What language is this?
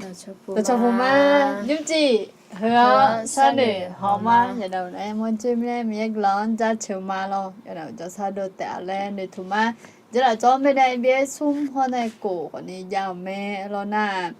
Akha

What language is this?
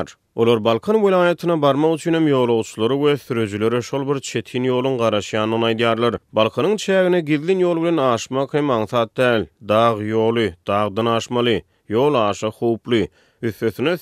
Turkmen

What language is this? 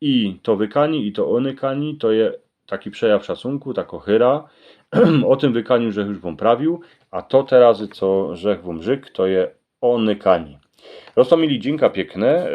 Silesian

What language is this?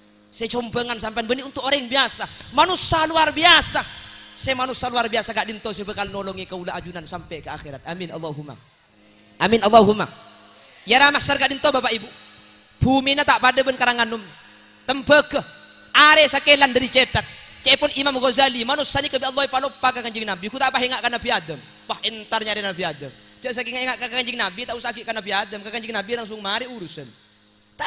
Madurese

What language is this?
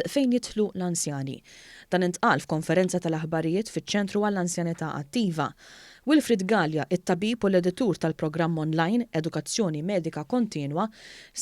Maltese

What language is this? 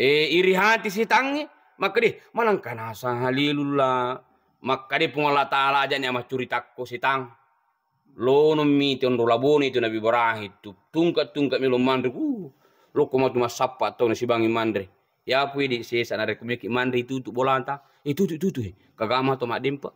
Buginese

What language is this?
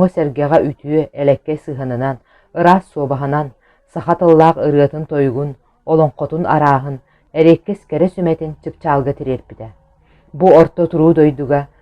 Yakut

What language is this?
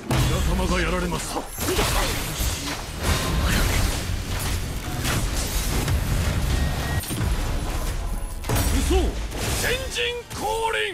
Japanese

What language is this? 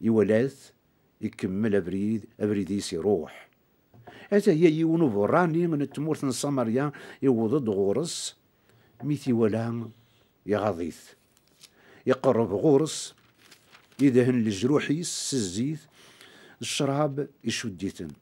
Kabyle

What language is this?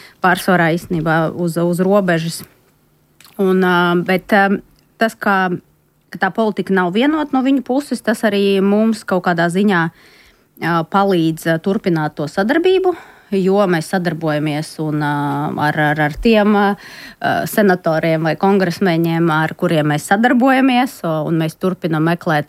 Latvian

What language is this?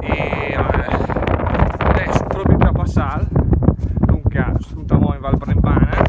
Lombard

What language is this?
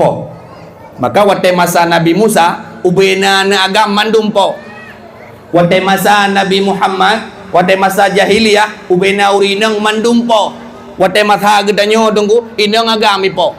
Achinese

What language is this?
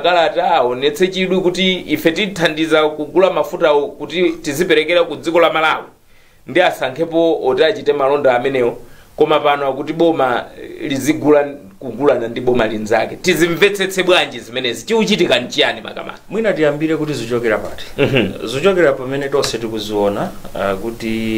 Nyanja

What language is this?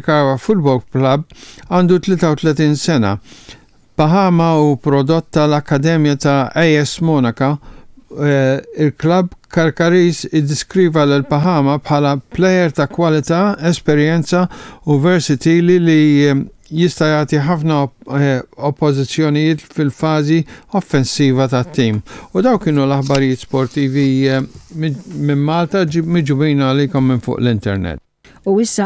Maltese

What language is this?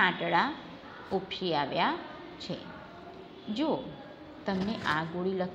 Gujarati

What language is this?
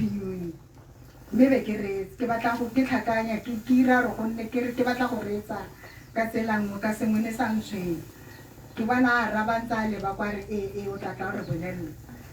Tswana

